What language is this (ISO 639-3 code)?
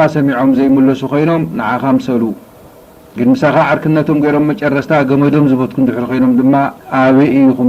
tir